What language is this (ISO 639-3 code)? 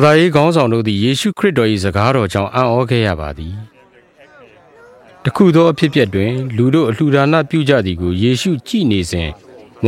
mya